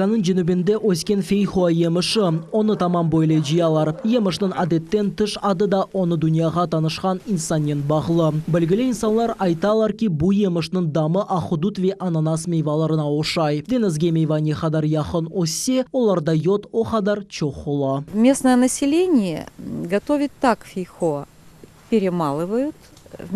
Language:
Crimean Tatar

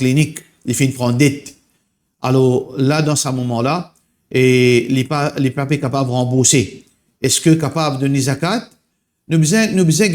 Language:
Morisyen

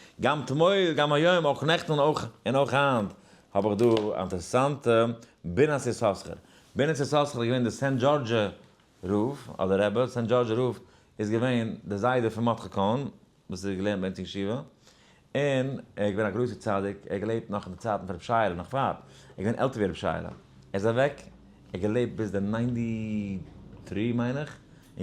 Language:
Yiddish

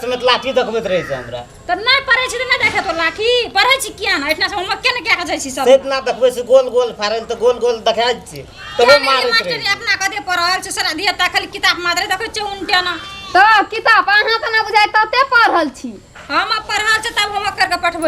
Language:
Maithili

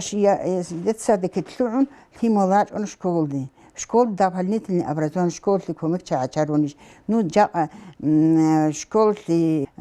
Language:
Avaric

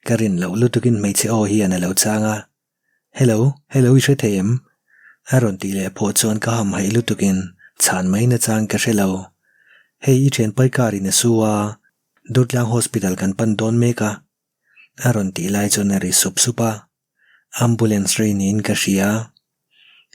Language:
Mizo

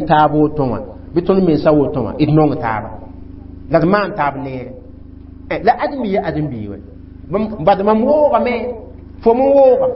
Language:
Mossi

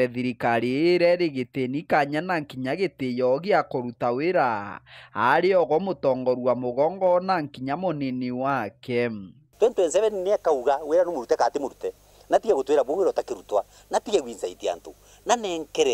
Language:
Meru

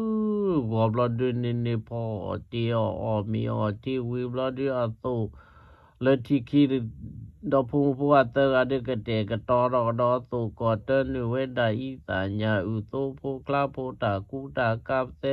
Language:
S'gaw Karen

